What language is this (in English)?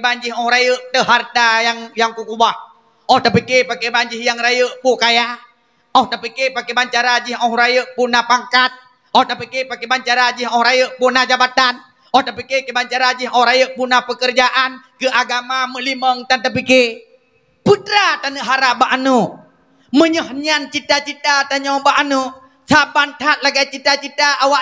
Achinese